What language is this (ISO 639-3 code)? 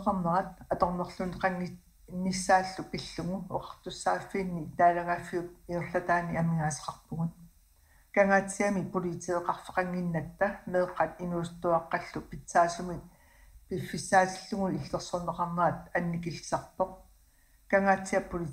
kal